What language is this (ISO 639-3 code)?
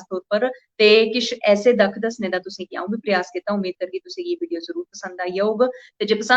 doi